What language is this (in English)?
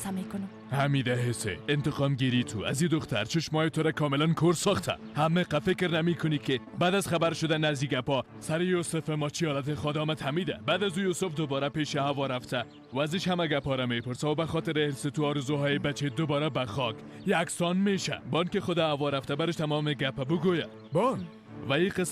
Persian